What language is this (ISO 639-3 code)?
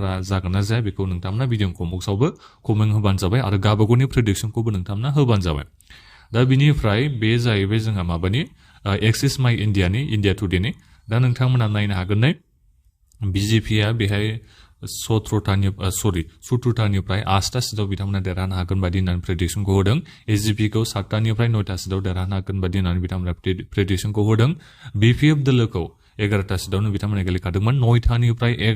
brx